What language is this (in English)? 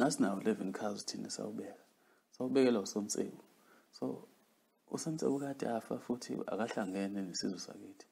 Zulu